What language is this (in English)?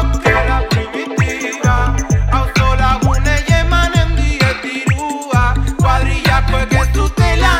Basque